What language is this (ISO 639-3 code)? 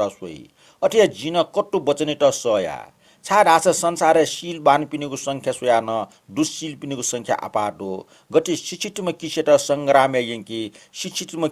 new